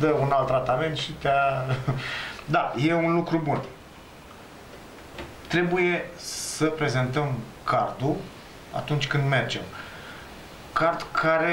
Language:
Romanian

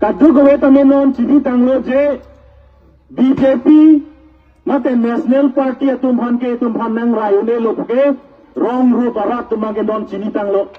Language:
Karbi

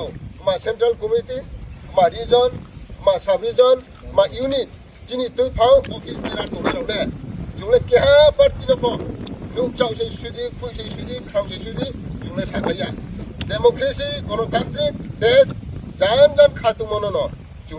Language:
Riang (India)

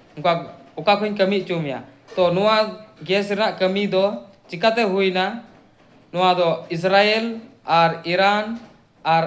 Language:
Santali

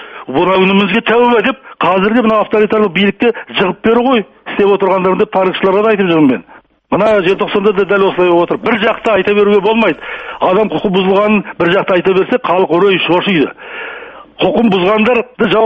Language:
Kazakh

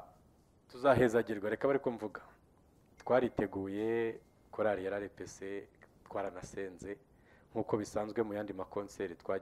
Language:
Kinyarwanda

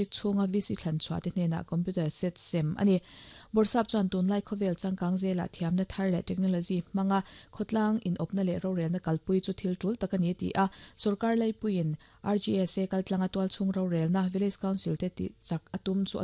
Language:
Mizo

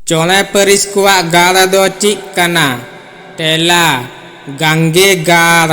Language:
Santali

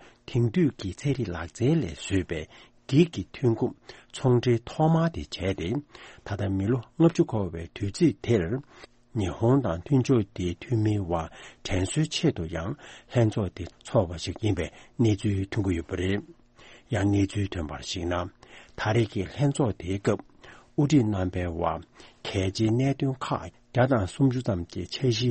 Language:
Tibetan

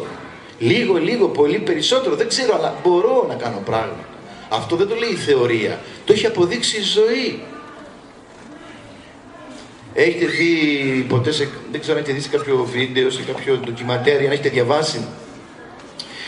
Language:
Greek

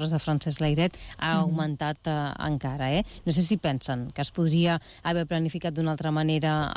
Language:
Catalan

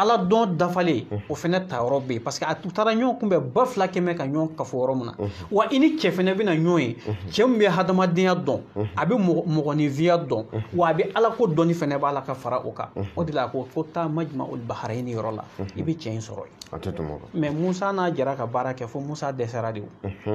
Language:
Bambara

